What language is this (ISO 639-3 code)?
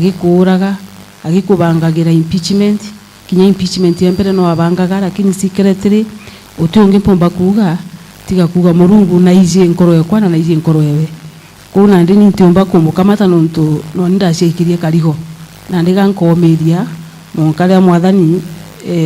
mer